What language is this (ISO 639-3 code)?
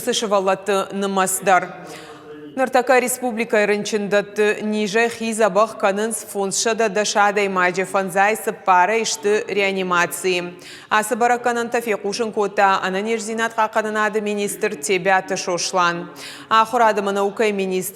oss